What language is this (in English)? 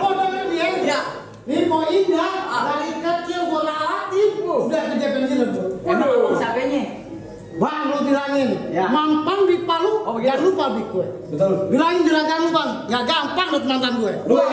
Betawi